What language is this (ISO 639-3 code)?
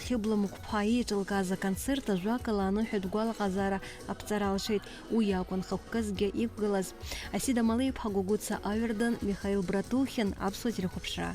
abk